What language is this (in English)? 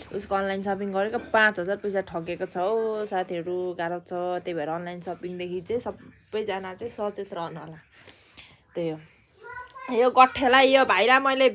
Nepali